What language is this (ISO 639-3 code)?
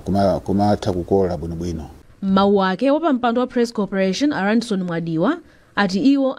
nya